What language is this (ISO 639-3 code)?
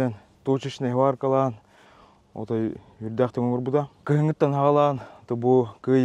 sah